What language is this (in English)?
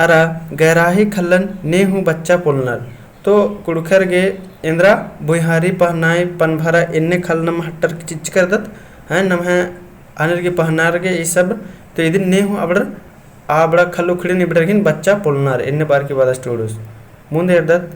Kurukh